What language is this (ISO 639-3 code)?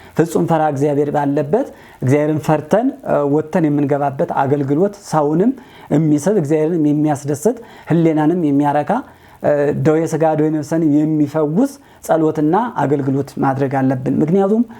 amh